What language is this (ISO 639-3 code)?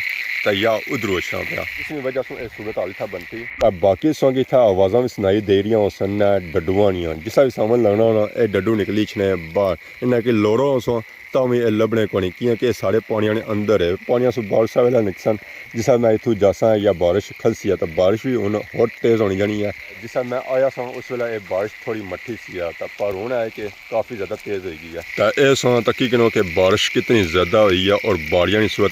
phr